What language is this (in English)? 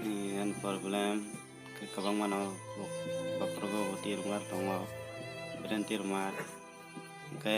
Kok Borok